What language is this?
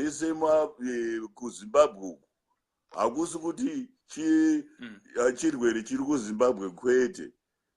Shona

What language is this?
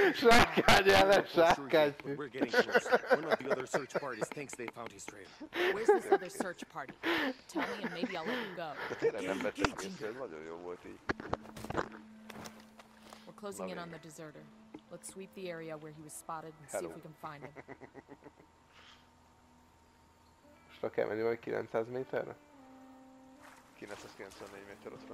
Hungarian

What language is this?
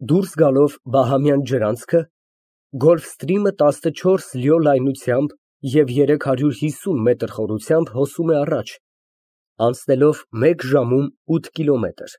Armenian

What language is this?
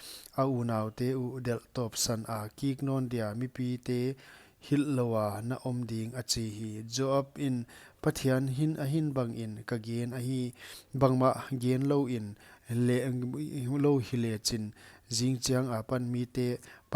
Paite Chin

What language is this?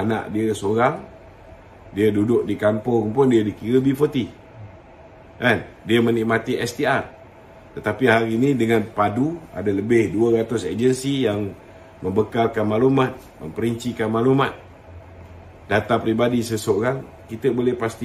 Malay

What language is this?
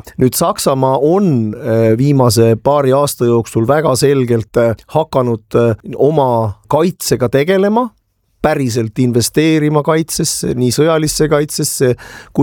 Estonian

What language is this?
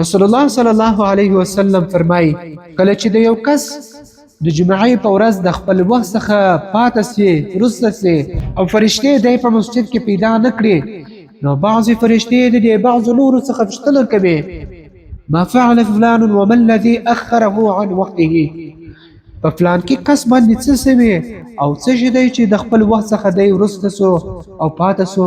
Pashto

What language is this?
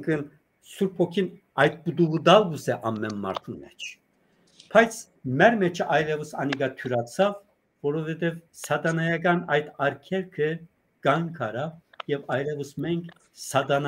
Western Armenian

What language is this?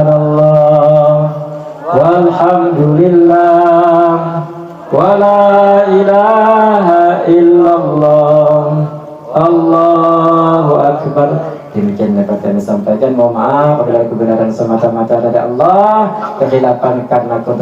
Banjar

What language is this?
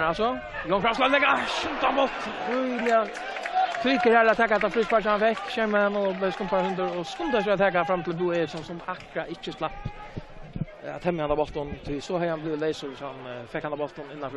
Faroese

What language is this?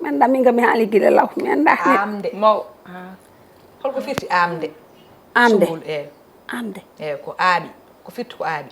Fula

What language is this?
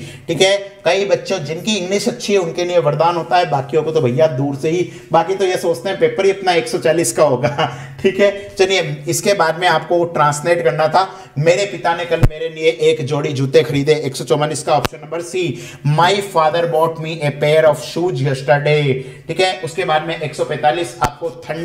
Hindi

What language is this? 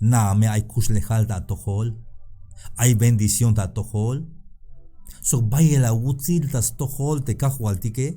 Tzeltal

